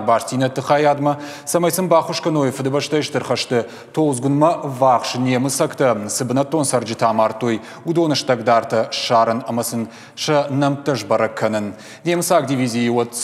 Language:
Ossetic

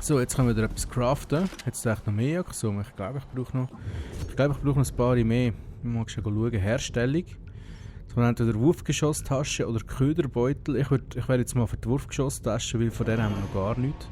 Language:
Swiss German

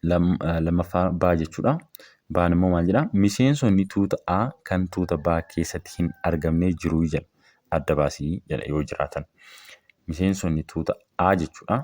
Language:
Oromo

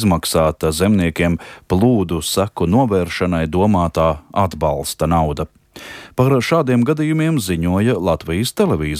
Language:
Latvian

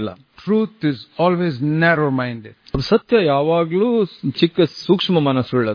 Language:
Kannada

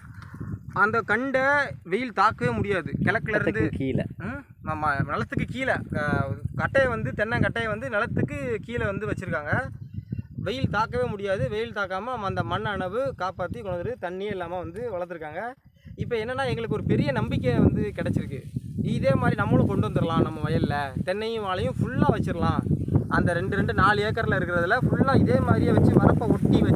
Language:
Tamil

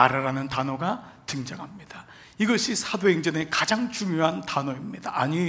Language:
Korean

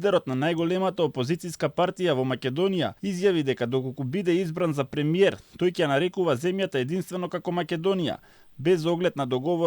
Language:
Macedonian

